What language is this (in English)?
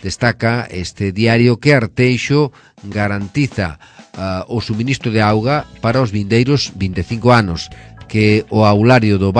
Galician